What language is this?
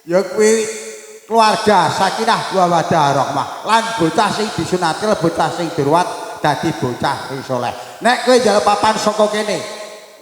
Javanese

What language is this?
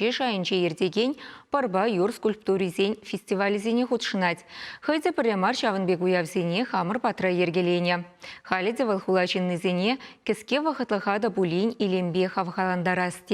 Chuvash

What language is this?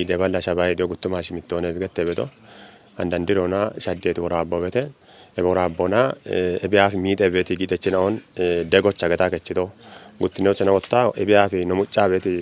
Kafa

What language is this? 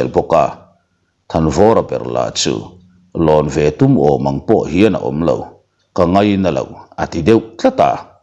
Mizo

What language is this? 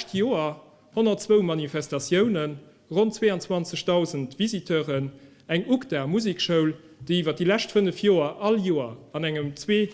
Luxembourgish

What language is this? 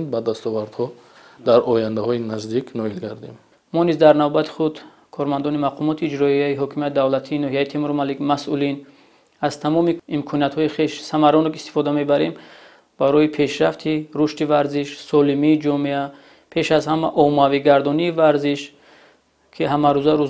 Tajik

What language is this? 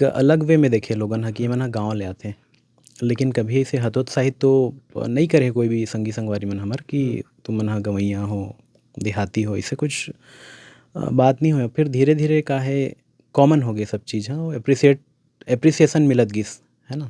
Chhattisgarhi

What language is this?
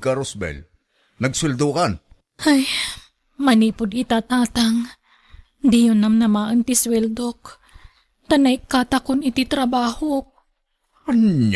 Iloko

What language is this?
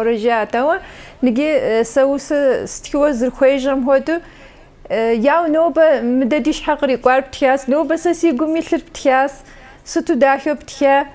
Kabardian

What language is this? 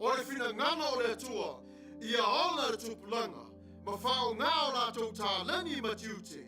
Samoan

